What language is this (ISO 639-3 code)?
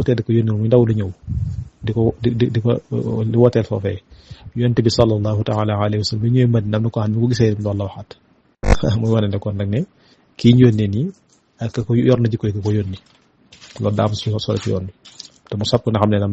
wol